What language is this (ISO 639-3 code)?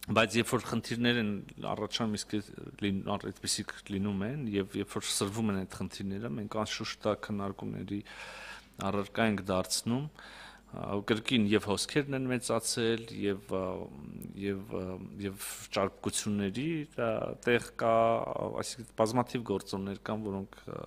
hye